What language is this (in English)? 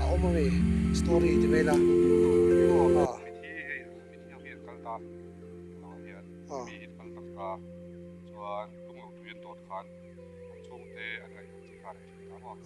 Mizo